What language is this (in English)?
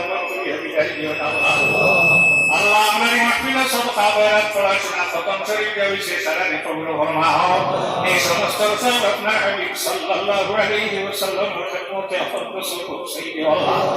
Sylheti